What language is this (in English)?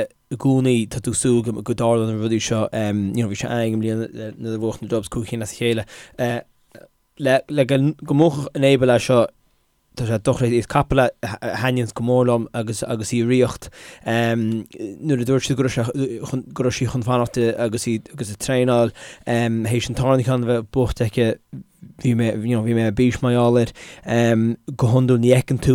Irish